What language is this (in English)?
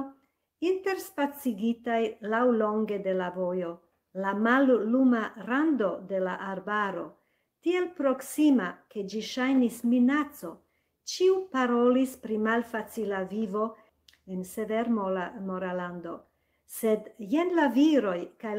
Esperanto